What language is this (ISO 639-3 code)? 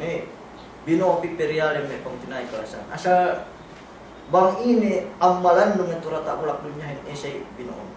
yka